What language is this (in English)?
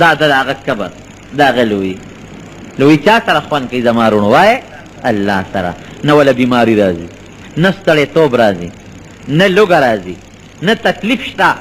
Pashto